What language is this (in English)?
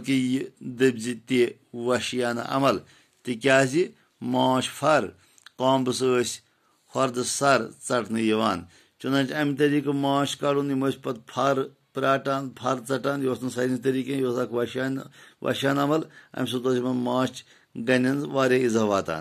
Kashmiri